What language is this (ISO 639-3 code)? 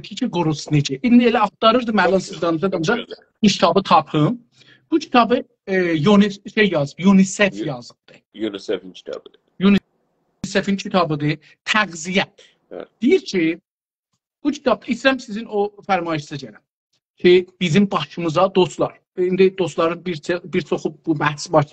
azb